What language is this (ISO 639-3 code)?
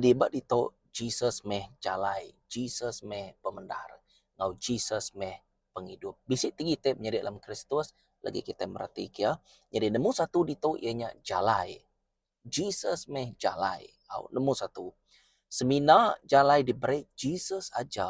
iba